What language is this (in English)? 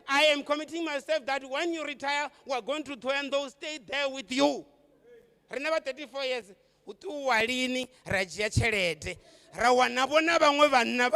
Venda